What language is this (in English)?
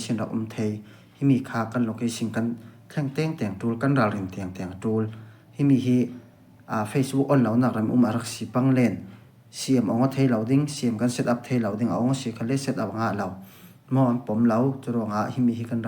Falam Chin